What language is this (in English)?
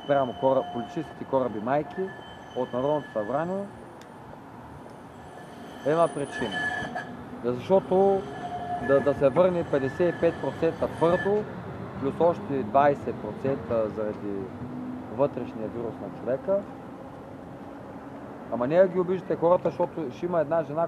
Bulgarian